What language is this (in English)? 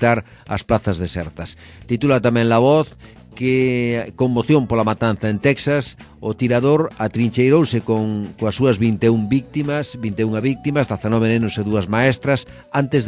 Galician